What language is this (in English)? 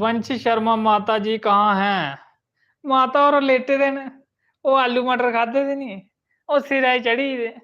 Dogri